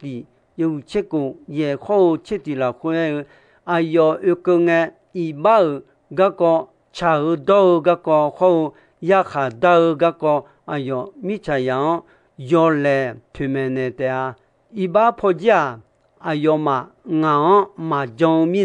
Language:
Akha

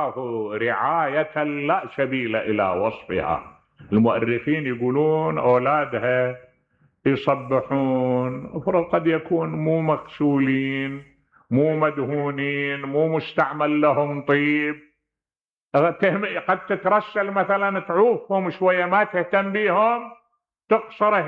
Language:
Mesopotamian Arabic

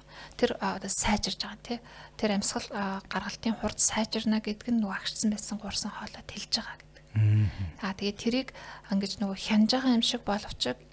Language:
Mongolian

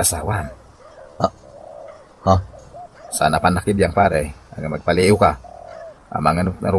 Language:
Iloko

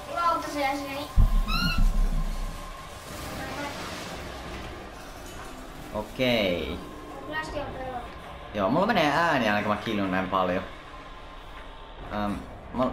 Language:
Finnish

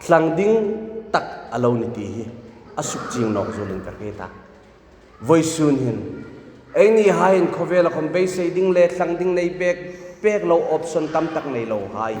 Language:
Hmar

